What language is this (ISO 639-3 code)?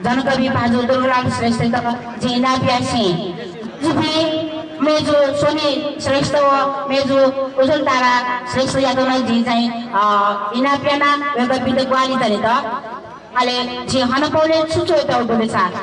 new